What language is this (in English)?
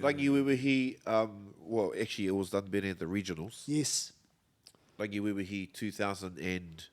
Māori